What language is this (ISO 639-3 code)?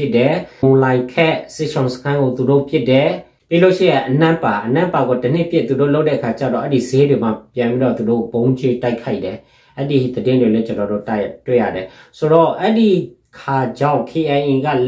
mya